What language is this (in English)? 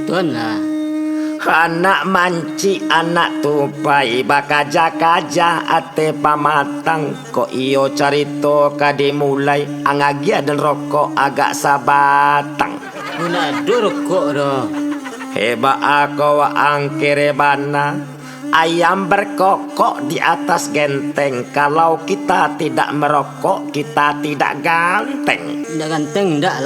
Minangkabau